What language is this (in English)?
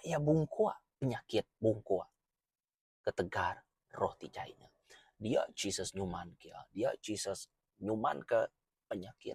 Iban